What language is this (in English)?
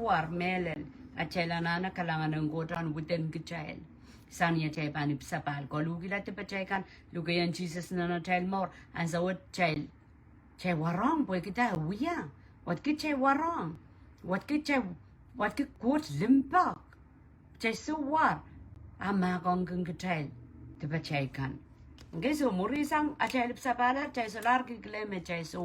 Pohnpeian